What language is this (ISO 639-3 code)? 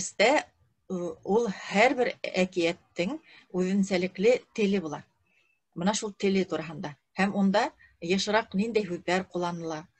bak